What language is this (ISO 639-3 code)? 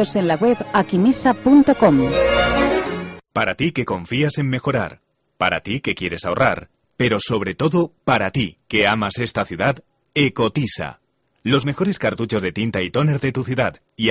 spa